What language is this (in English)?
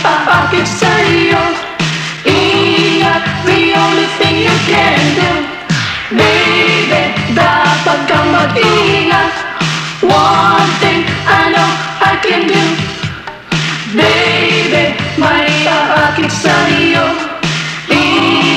Filipino